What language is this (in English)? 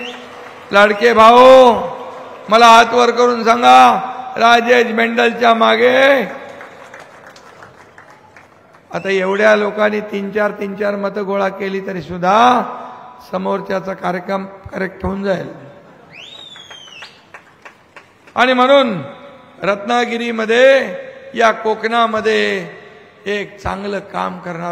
Marathi